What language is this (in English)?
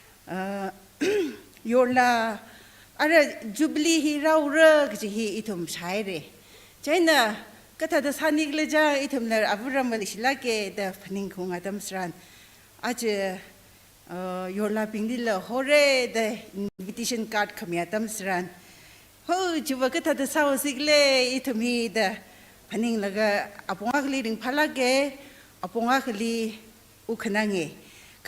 Tangkhul Naga (India)